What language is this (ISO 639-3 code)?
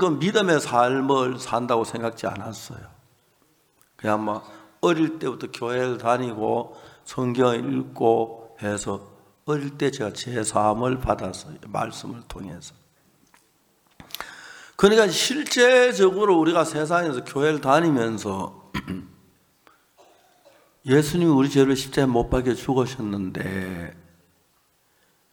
kor